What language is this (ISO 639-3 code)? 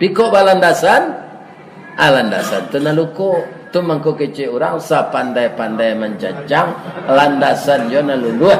min